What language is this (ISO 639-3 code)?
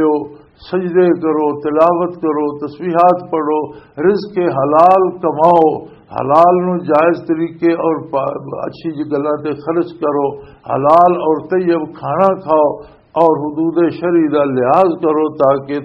lah